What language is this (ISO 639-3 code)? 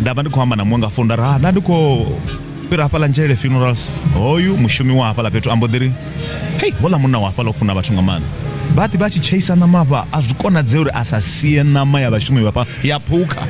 ven